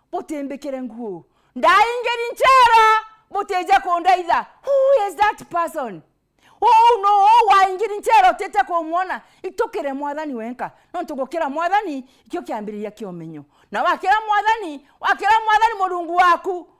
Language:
Meru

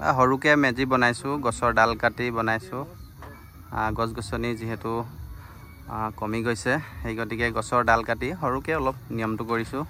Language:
Assamese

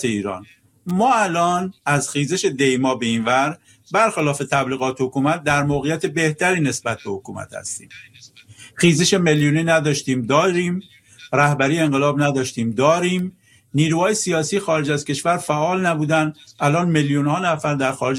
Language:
Persian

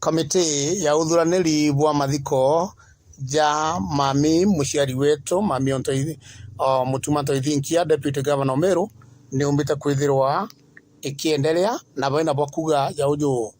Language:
Meru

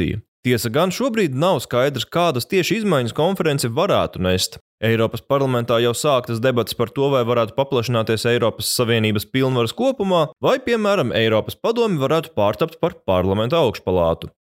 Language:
Latvian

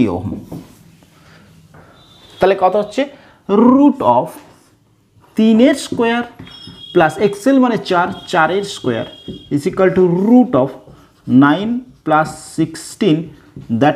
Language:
Bangla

